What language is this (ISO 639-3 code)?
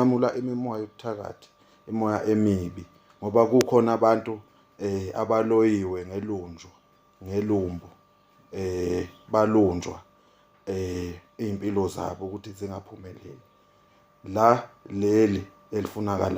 zul